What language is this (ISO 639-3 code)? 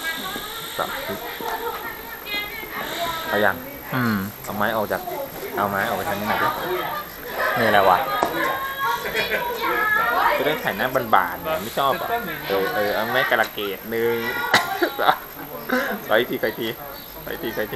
tha